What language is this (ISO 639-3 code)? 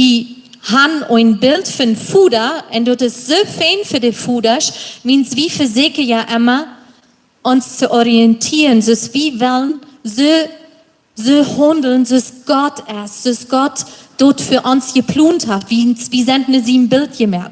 pdt